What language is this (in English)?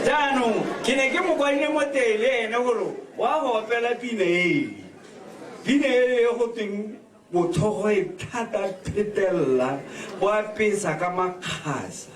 Tswana